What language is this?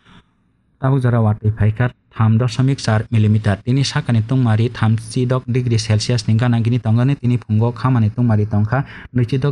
Kok Borok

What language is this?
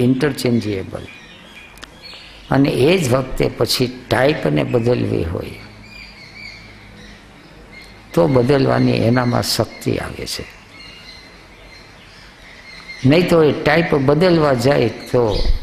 Gujarati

